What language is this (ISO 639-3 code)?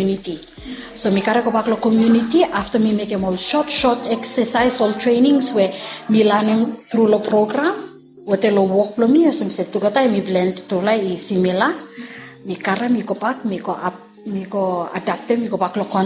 bis